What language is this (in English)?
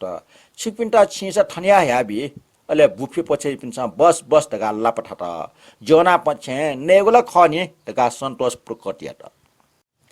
Newari